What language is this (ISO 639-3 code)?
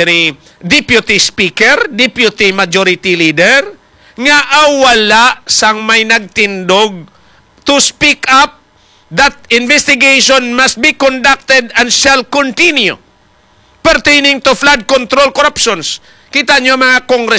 hil